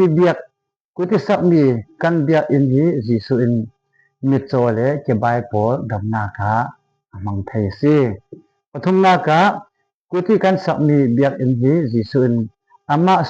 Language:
Falam Chin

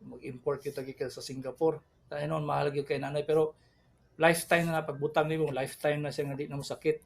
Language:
Cebuano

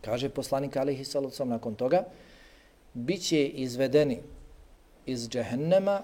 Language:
Bosnian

